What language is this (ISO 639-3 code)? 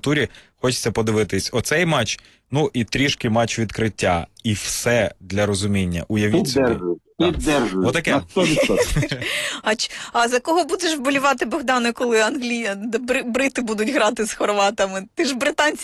ukr